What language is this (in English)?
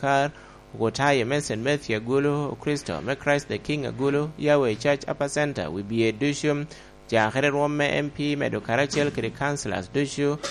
Lango (Uganda)